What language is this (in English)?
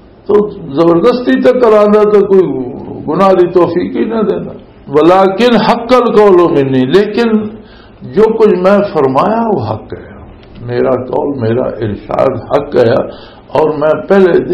Western Panjabi